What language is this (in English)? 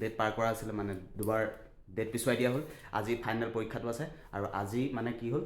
Assamese